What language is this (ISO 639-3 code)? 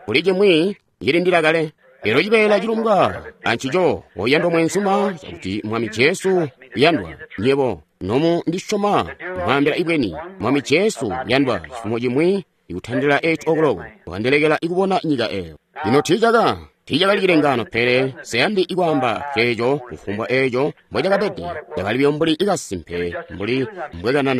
toi